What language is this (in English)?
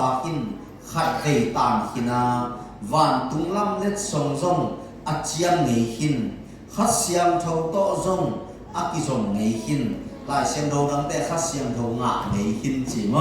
Tedim Chin